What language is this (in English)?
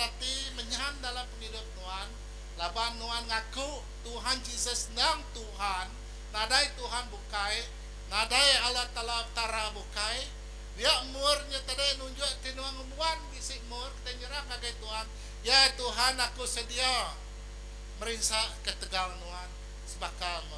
Iban